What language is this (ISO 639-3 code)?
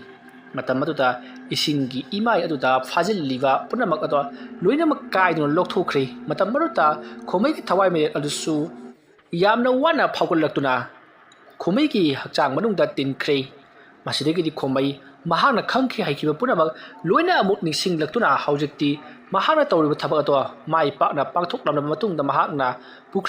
mni